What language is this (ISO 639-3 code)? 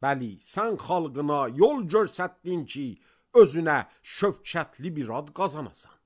aze